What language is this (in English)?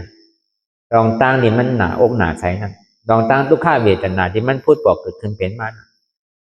Shan